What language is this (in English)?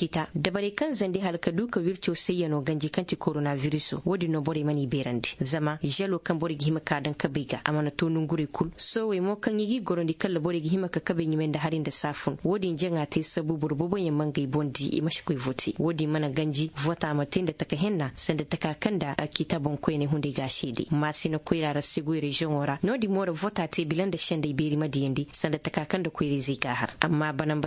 Zarma